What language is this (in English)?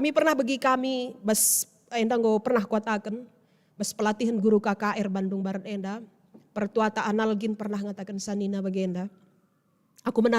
Batak Karo